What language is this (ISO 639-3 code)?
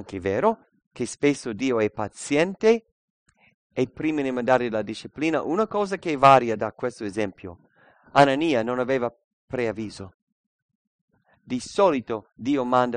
ita